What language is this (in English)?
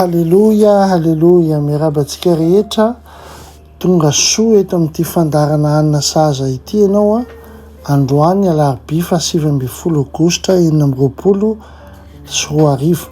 Malagasy